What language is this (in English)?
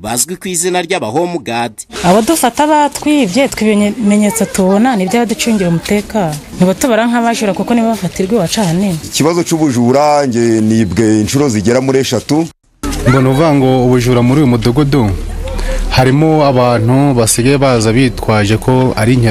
Kinyarwanda